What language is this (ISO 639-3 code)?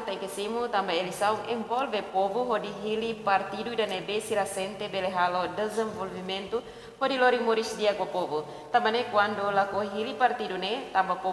tet